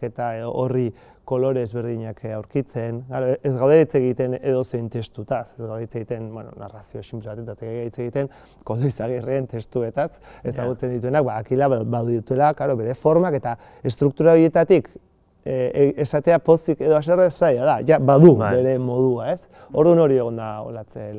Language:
Basque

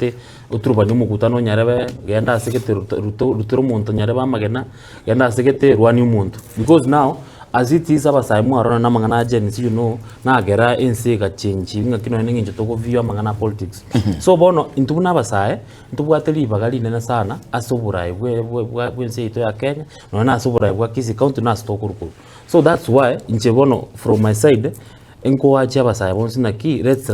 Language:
Gusii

